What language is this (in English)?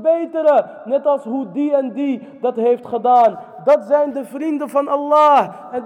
Dutch